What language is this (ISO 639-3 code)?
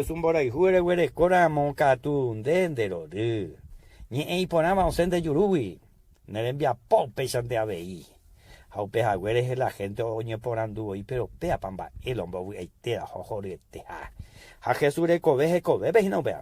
grn